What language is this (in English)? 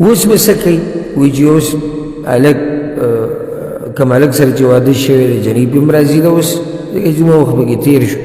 Pashto